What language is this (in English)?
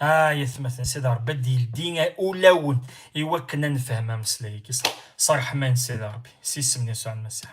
Kabyle